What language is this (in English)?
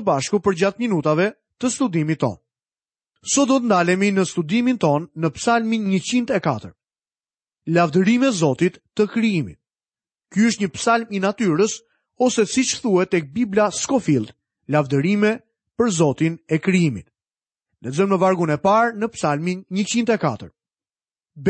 Albanian